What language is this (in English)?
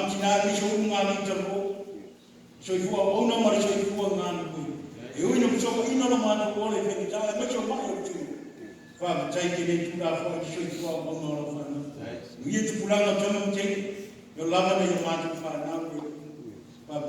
Samoan